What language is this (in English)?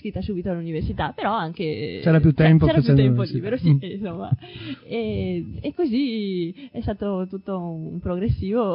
Italian